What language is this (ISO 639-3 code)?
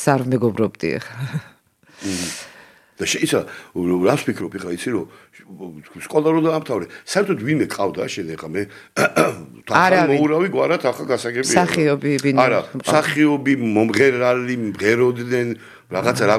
kat